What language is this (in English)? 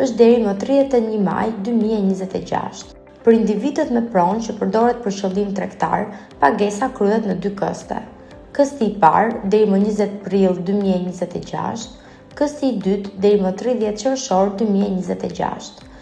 Albanian